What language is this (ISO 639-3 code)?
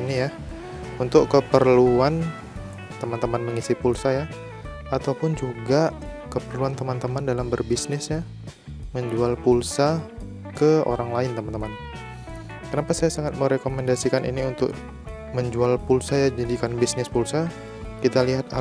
ind